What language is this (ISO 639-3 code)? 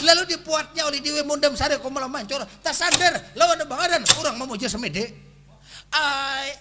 bjn